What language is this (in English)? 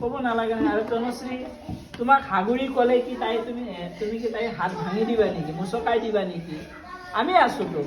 Assamese